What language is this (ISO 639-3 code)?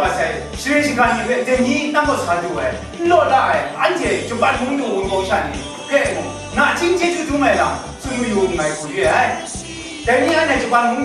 kac